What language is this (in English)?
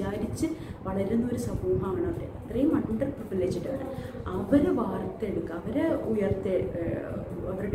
Malayalam